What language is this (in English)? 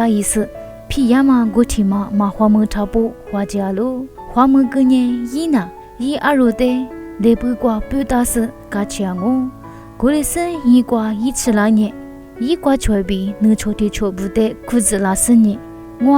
Lisu